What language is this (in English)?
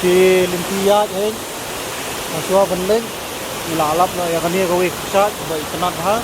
Khasi